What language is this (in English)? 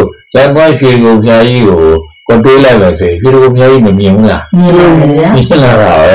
Burmese